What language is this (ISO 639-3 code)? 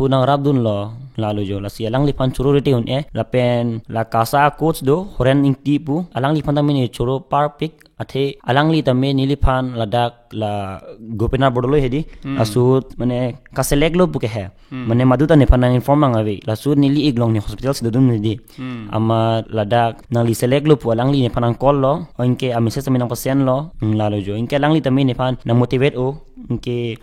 mjw